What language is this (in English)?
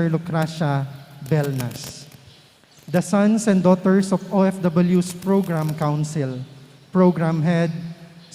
Pampanga